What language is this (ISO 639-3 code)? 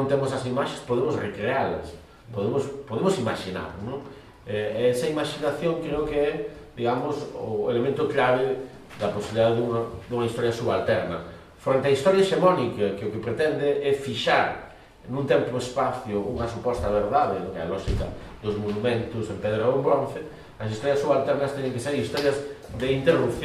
glg